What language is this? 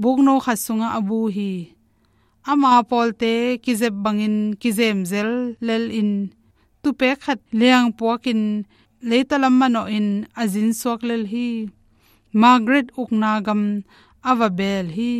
Tedim Chin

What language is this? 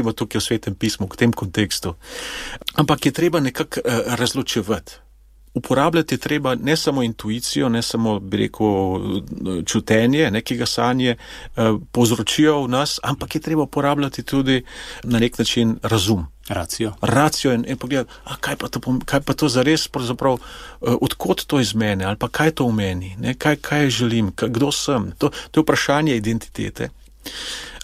Slovenian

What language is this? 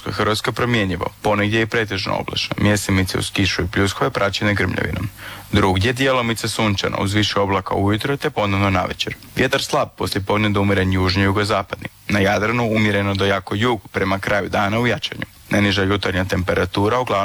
Croatian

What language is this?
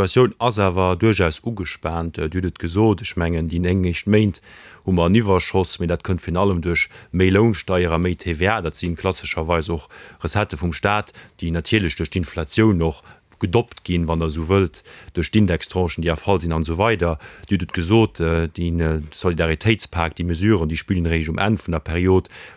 Luxembourgish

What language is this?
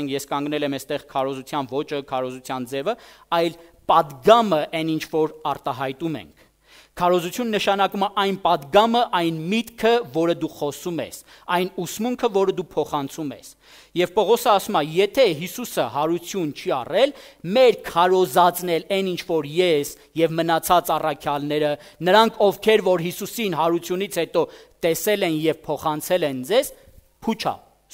Armenian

